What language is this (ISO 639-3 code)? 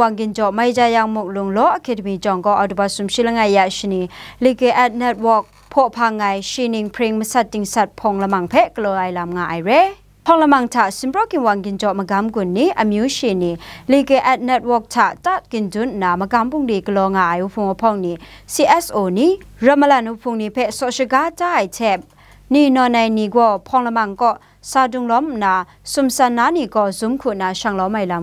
kac